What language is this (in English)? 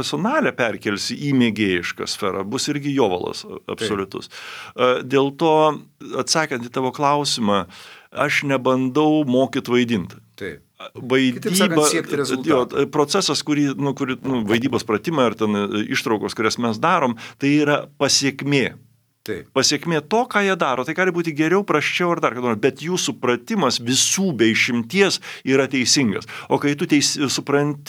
Lithuanian